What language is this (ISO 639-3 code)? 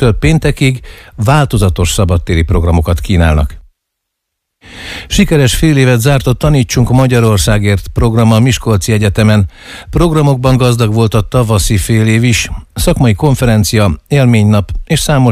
hun